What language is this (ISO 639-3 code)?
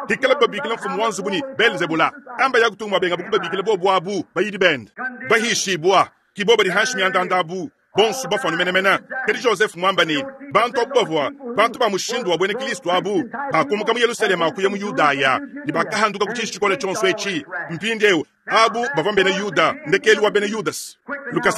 lua